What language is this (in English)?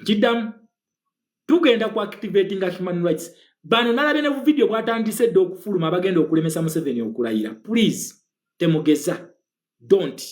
Ganda